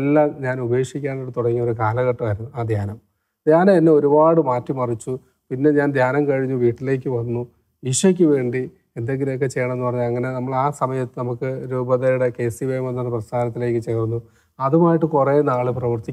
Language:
Malayalam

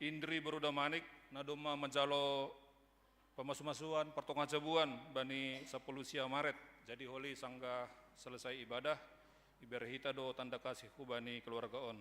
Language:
Batak Simalungun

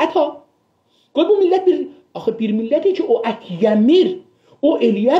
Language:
South Azerbaijani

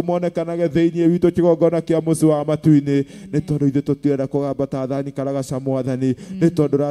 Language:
Kikuyu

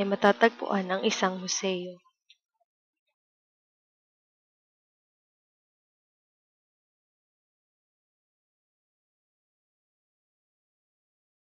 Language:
Filipino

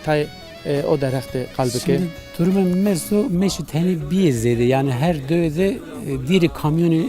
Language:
Zaza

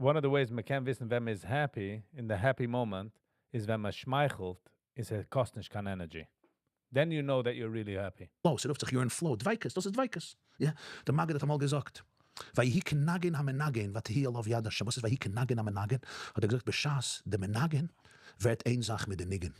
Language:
Yiddish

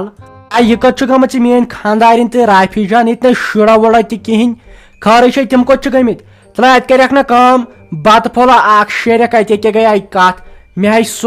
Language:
Kashmiri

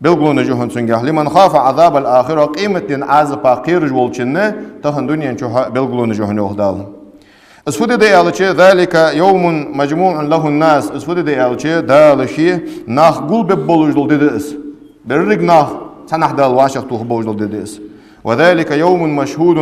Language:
Ingush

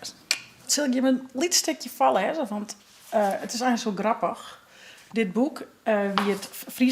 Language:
Western Frisian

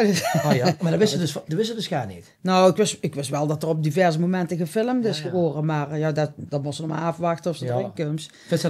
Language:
Limburgish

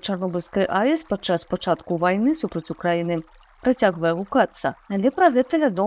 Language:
Belarusian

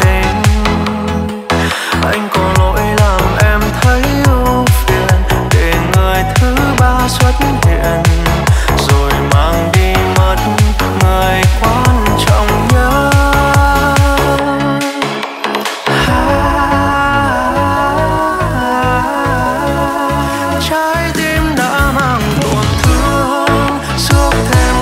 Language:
Vietnamese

